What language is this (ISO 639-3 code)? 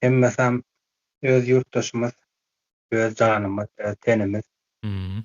tuk